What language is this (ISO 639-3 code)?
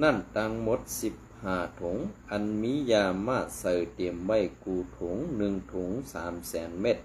shn